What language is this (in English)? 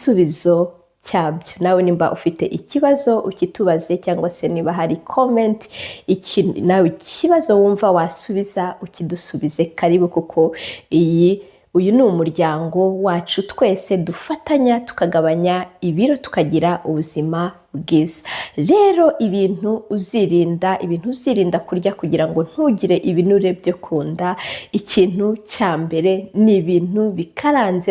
Kinyarwanda